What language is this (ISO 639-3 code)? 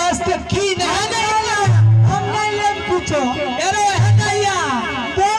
mai